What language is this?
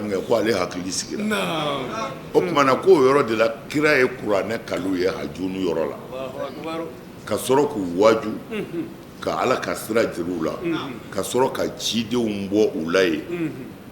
Bambara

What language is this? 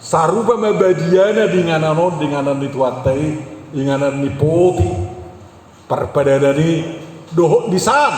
Batak Toba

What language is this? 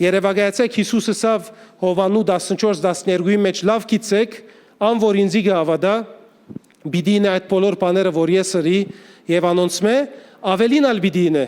Western Armenian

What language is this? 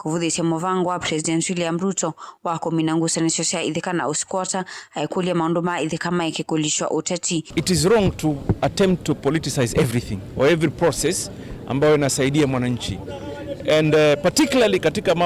Kamba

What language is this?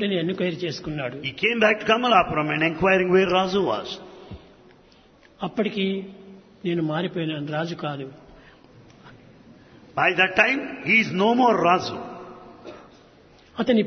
Telugu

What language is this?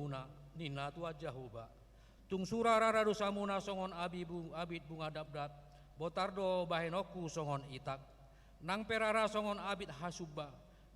Batak Toba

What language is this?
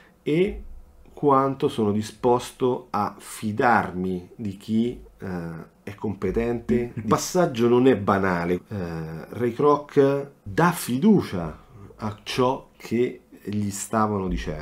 Italian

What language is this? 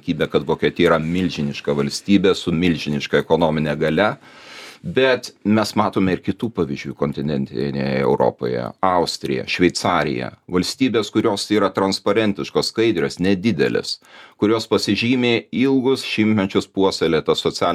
Lithuanian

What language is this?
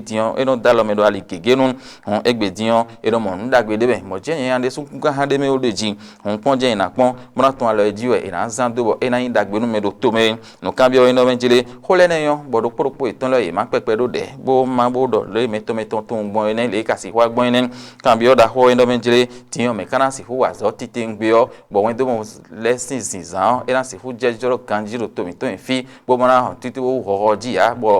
Fon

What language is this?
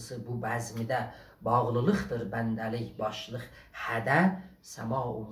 South Azerbaijani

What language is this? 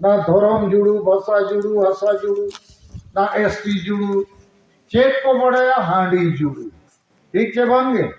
Santali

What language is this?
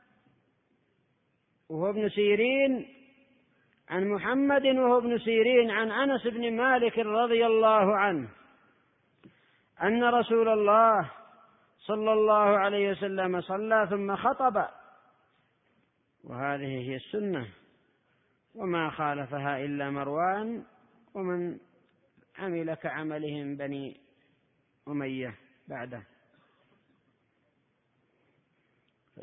Arabic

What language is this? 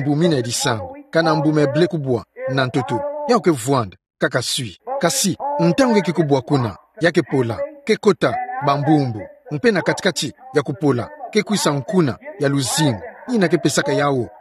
Kituba (Democratic Republic of Congo)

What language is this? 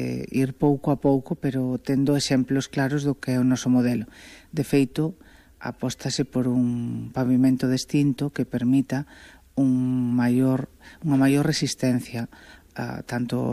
Galician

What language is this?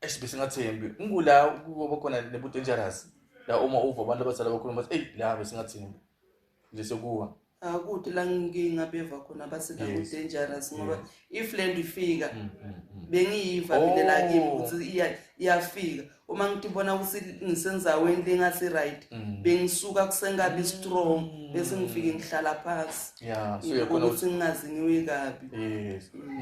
Zulu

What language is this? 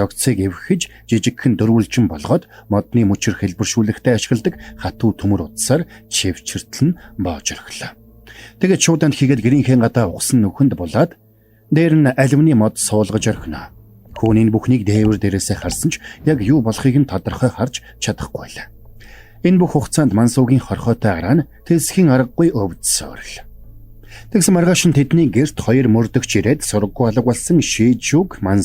Mongolian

